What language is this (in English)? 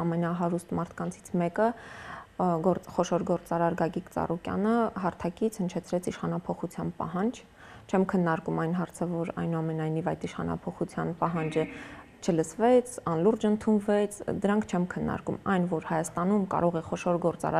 Armenian